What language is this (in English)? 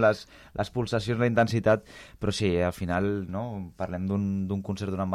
Catalan